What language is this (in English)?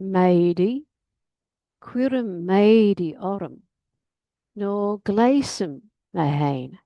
Irish